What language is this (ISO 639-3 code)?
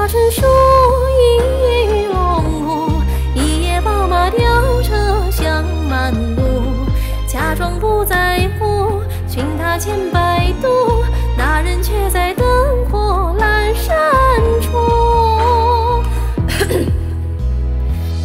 zho